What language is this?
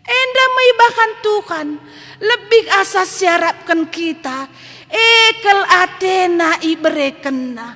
Batak Karo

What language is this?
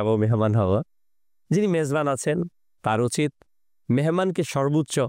Bangla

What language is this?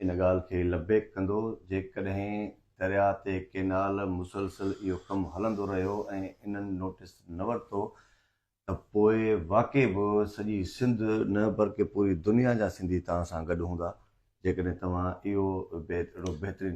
Sindhi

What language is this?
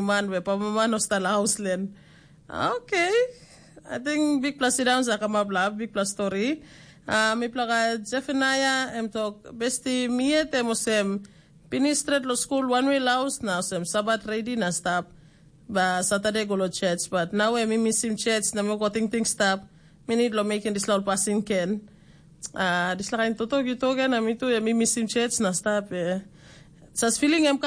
Tok Pisin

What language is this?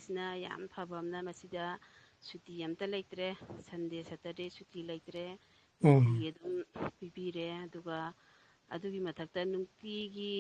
Manipuri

